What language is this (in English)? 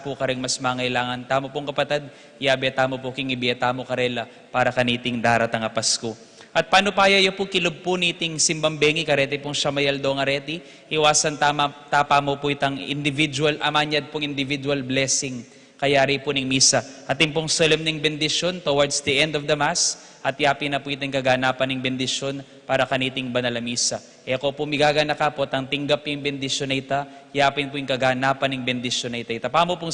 Pampanga